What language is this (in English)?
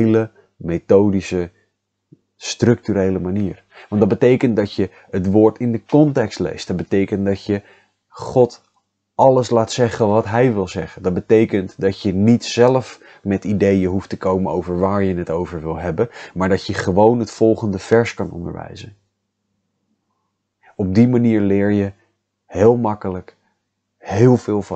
Dutch